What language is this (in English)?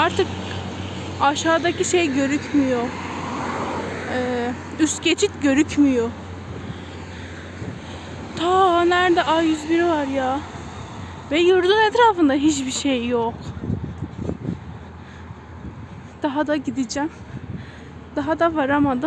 Turkish